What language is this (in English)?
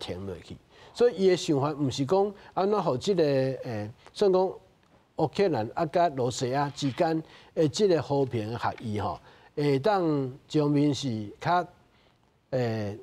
Min Nan Chinese